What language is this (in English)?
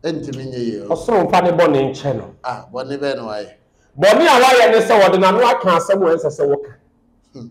Akan